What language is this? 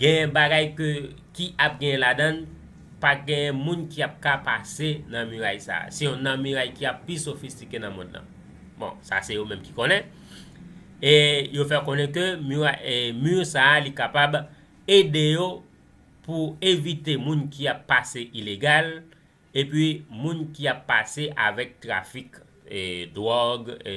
Haitian Creole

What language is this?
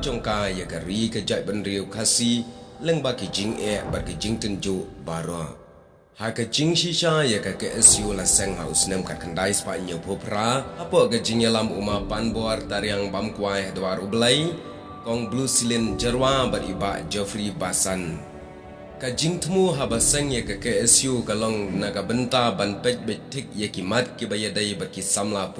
Khasi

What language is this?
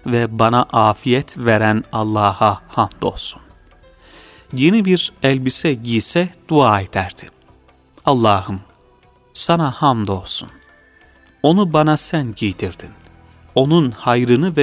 Turkish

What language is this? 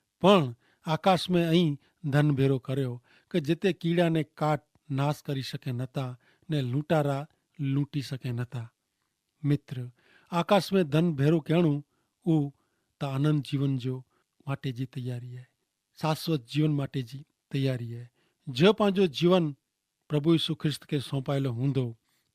Kachhi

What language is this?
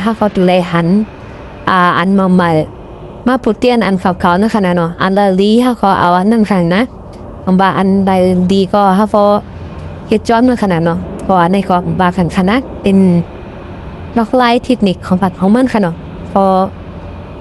Shan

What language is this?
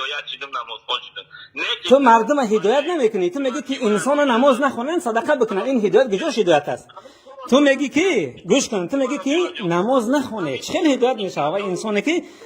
Tajik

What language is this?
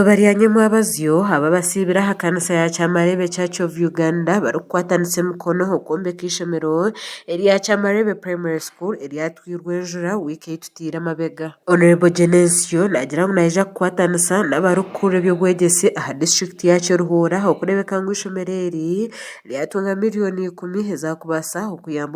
Nyankole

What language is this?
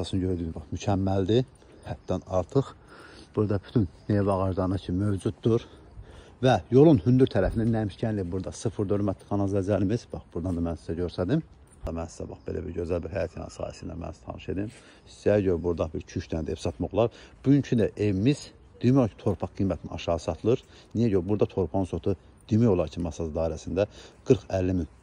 Azerbaijani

